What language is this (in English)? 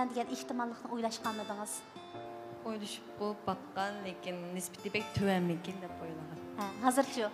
Uyghur